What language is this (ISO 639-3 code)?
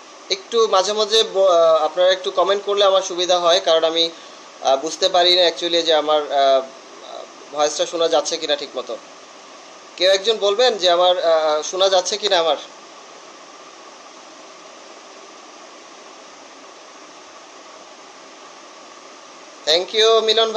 ben